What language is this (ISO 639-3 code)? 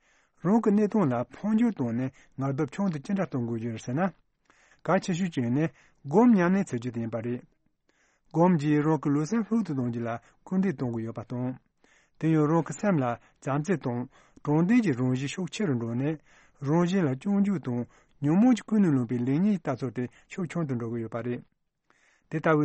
bod